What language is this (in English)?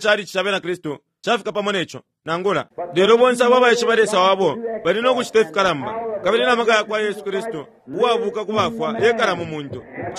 Bemba